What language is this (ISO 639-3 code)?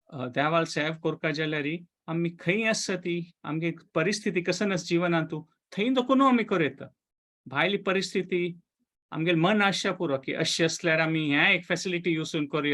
kok